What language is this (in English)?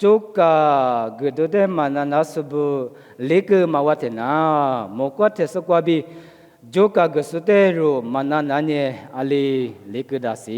Lisu